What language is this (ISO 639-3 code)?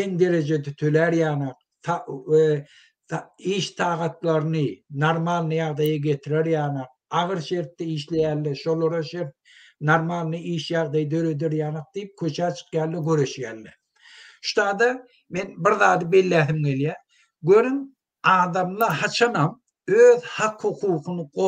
tuk